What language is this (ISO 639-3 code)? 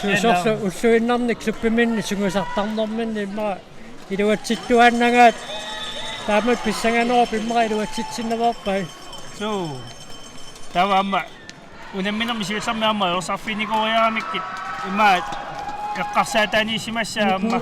kal